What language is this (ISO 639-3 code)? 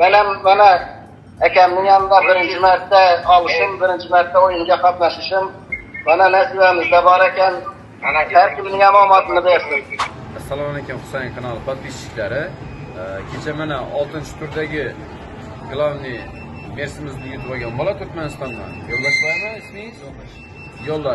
uzb